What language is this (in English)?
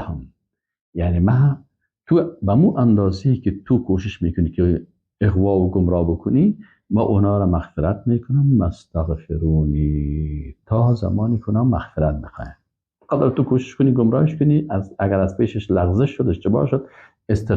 Persian